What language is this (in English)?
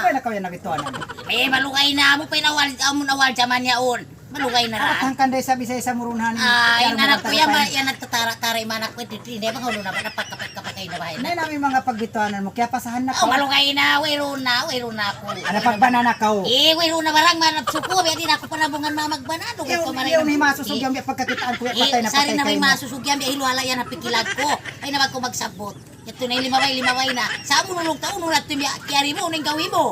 Tausug